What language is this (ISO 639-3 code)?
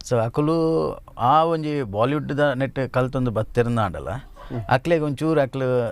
tcy